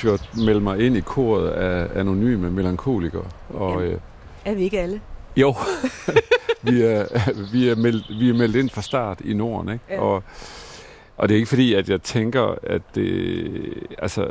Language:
Danish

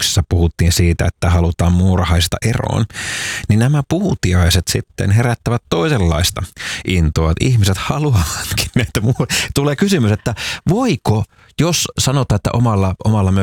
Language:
Finnish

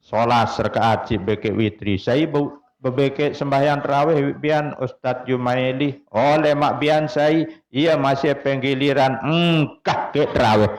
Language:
Sasak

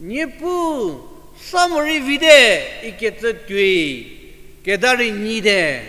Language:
Angami Naga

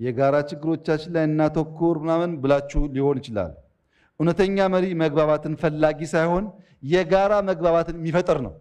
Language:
Amharic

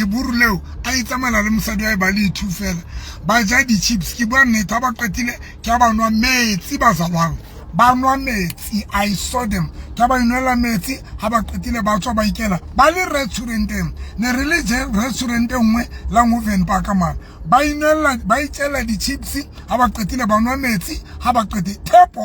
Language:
Southern Sotho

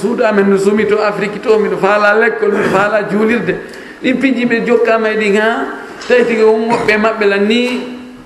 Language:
Fula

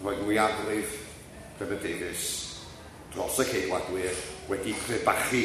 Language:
Welsh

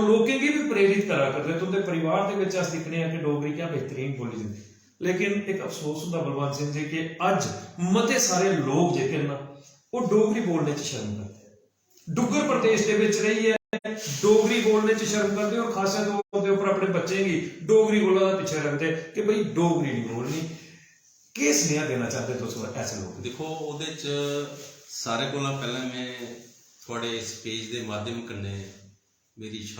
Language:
Dogri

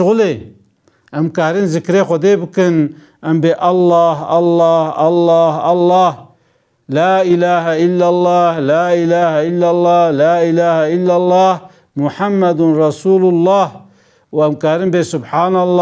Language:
Kurdish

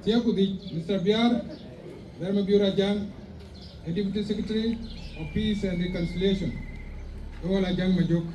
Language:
Dinka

